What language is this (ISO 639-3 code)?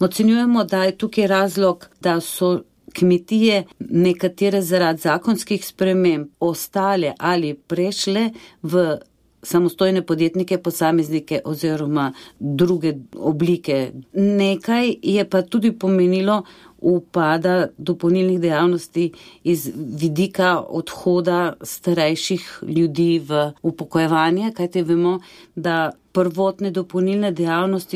slv